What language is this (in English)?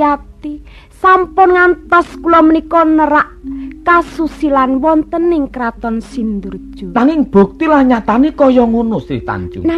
Javanese